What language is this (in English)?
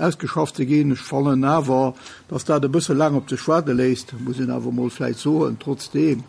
Luxembourgish